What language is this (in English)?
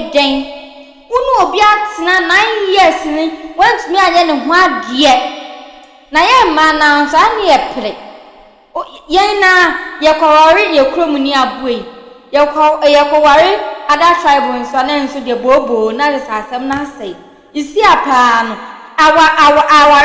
Akan